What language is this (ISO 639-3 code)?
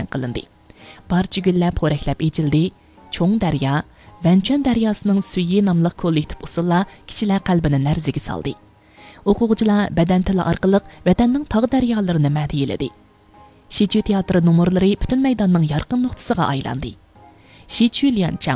uig